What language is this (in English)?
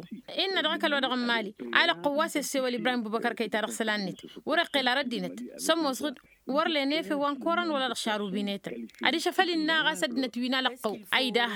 Tamasheq